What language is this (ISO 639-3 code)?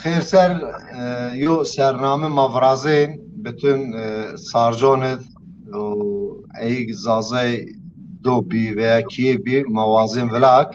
zza